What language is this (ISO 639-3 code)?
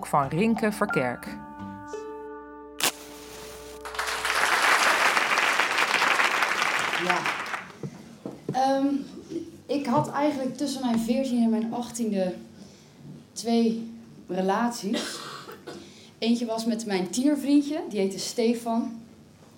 nld